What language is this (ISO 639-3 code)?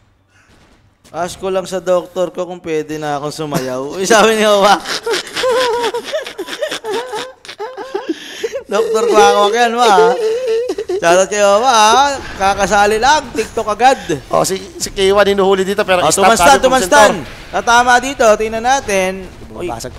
fil